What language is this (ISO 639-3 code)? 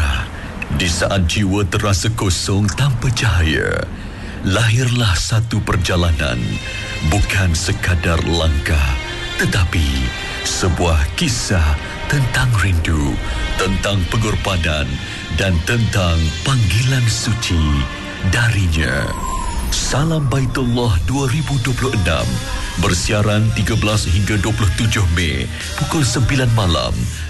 msa